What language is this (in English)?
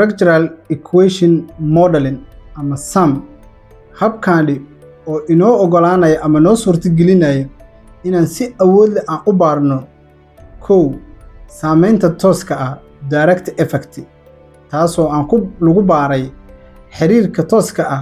Somali